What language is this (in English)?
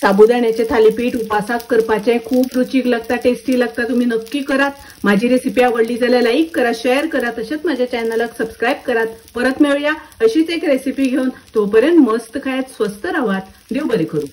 Konkani